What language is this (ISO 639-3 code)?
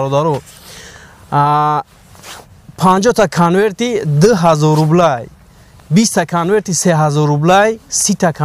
tgk